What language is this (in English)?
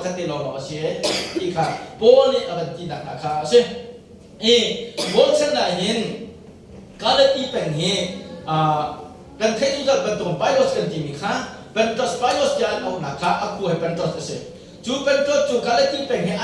Hakha Chin